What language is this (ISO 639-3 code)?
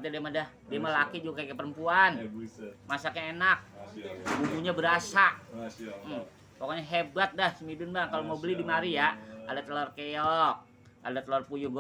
bew